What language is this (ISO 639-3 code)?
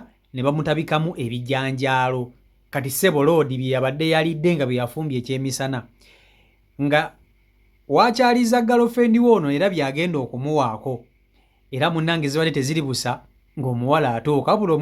lug